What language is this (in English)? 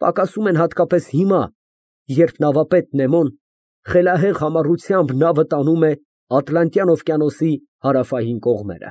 Armenian